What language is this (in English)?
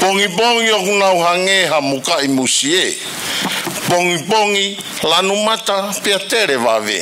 Tongan